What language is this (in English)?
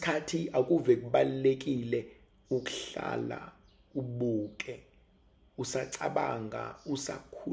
Zulu